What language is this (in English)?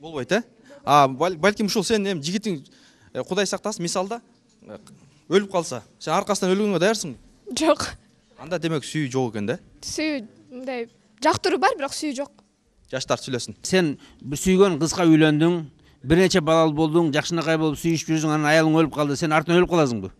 Kyrgyz